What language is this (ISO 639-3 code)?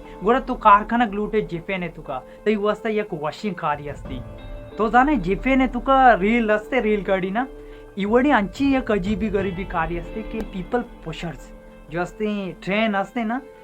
bal